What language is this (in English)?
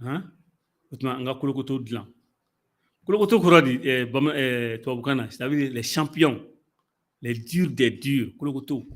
Bambara